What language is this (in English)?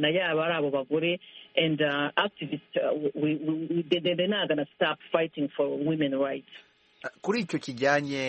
Kinyarwanda